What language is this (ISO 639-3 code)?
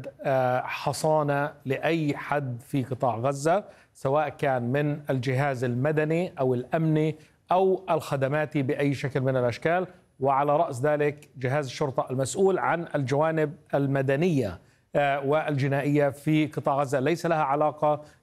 ara